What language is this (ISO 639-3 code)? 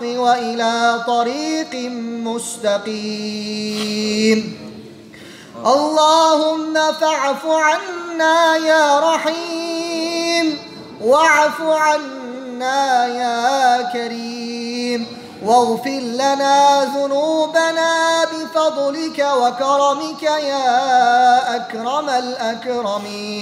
ara